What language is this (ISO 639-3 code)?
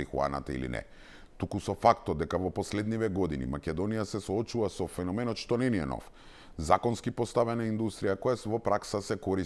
mkd